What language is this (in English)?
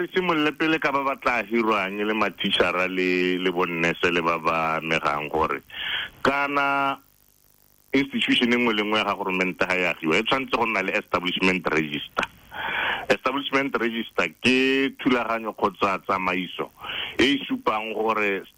Tswana